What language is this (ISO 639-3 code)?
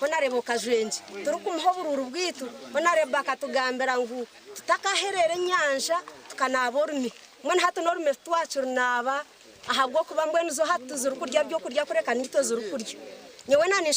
nyn